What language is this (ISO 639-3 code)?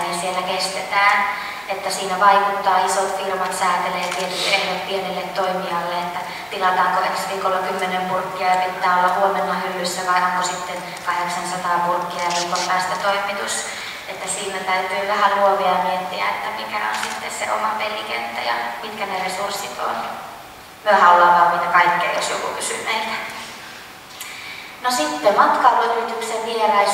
fin